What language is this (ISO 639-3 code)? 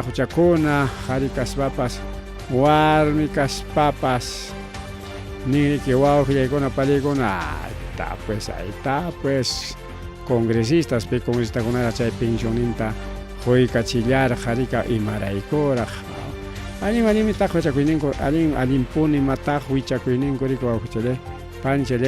quy